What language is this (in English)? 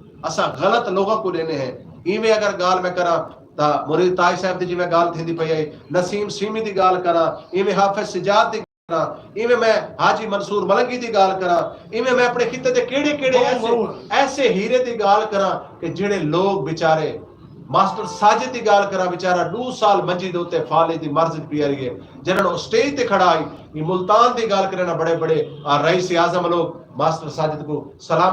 Saraiki